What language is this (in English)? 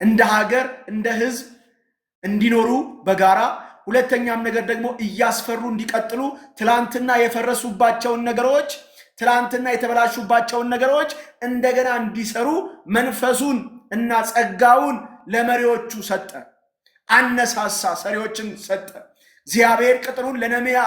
Amharic